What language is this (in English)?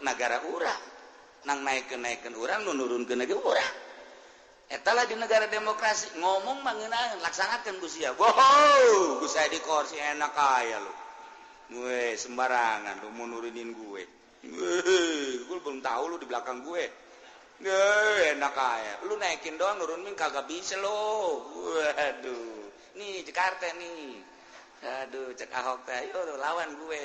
Sundanese